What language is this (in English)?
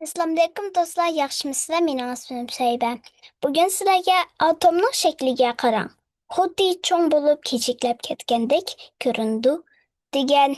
Uyghur